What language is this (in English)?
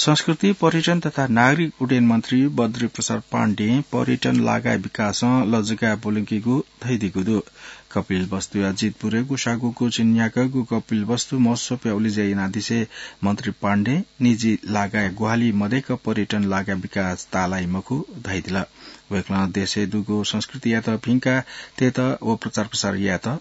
Newari